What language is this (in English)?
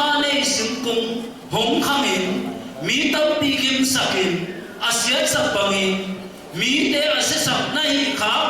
Tedim Chin